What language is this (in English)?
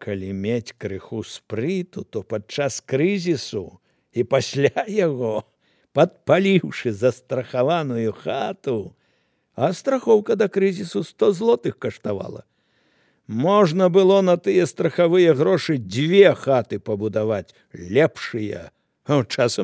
Belarusian